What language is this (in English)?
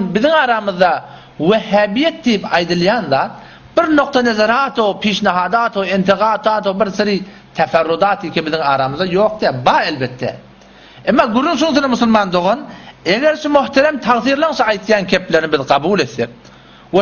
Turkmen